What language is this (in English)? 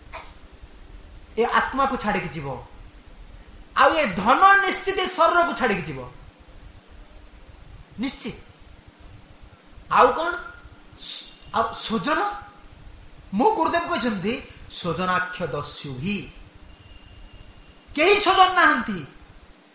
Odia